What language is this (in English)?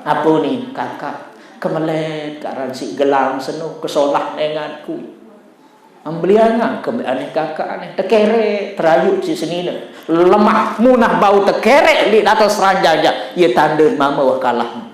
Sasak